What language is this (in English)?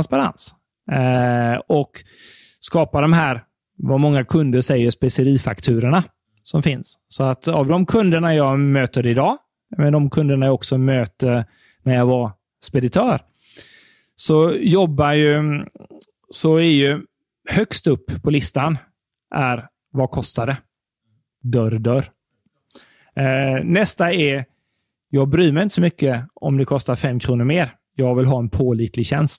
Swedish